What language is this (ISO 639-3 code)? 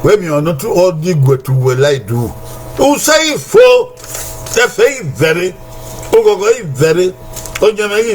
bin